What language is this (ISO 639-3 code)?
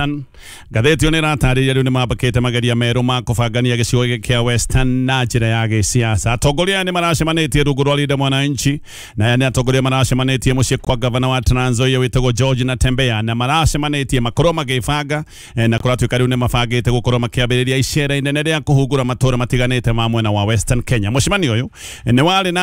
kik